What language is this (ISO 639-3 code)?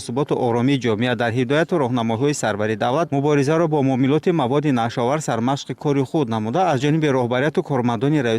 tgk